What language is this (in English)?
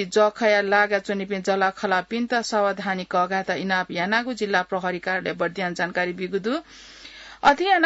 Newari